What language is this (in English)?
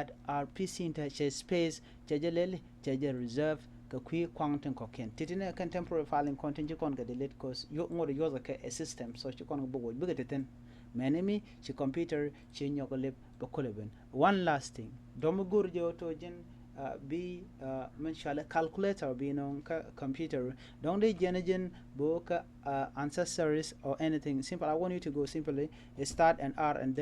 Nuer